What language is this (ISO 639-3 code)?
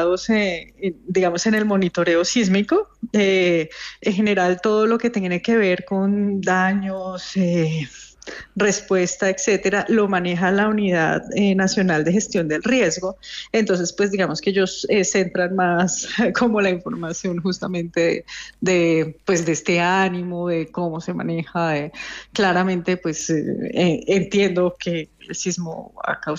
spa